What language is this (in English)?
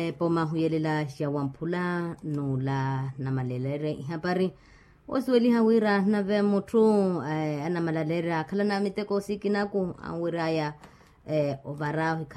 Makhuwa